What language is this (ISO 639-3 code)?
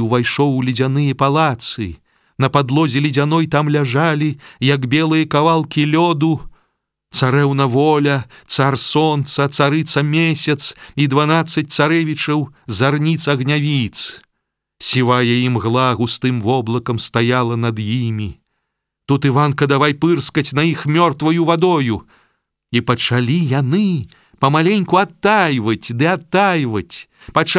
bel